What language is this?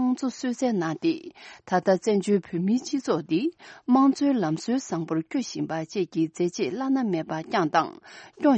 Tibetan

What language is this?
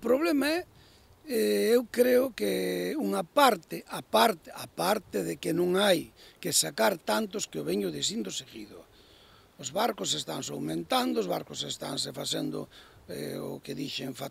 Galician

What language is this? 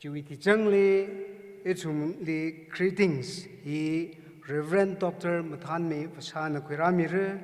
Tangkhul Naga (India)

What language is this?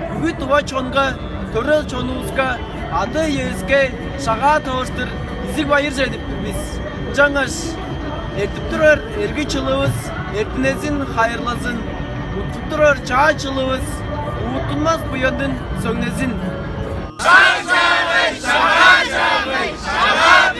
Tuvinian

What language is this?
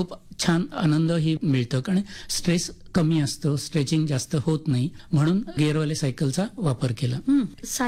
Marathi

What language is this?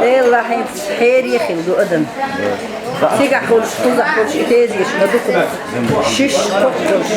Chechen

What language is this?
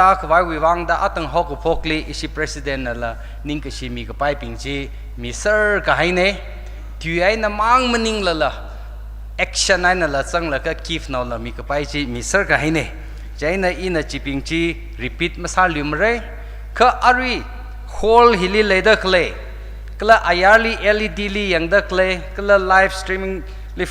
Tangkhul Naga (India)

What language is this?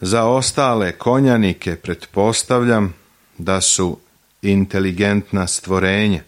Serbian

